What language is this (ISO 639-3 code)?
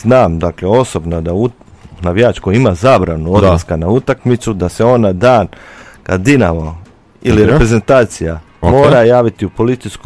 hrv